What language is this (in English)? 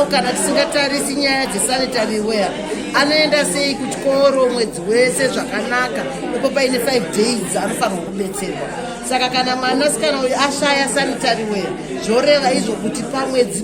Shona